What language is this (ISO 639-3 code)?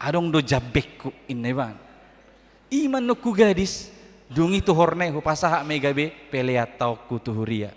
bbc